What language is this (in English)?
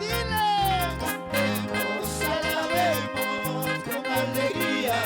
Ayacucho Quechua